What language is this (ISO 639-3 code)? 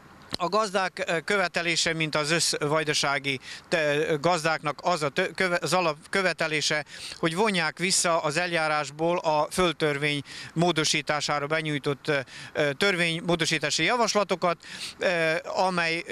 hun